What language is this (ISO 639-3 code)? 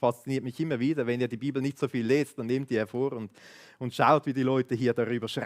gsw